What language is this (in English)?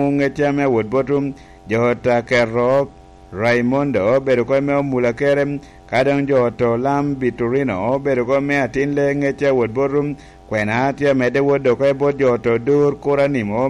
Lango (Uganda)